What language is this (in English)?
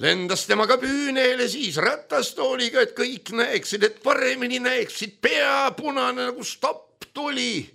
Estonian